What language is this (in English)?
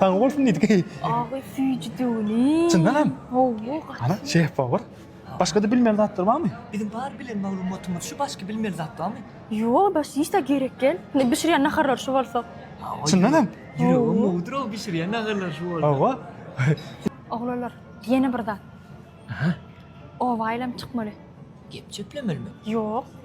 Turkmen